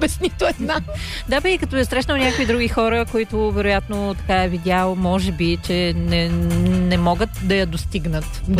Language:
Bulgarian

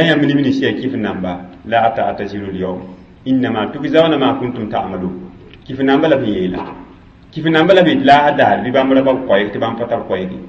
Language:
Mossi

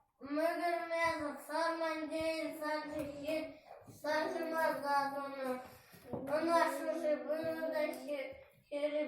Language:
Chuvash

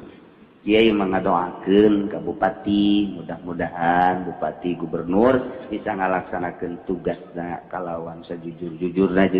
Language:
Sundanese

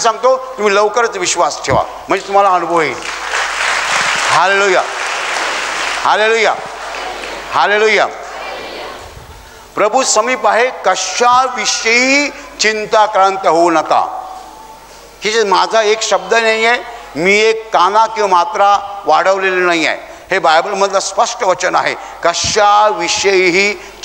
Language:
Marathi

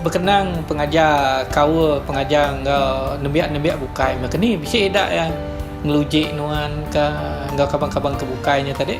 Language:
Iban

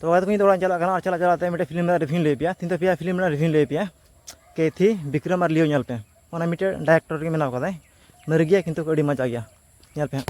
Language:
Santali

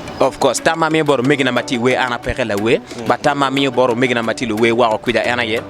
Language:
Acoli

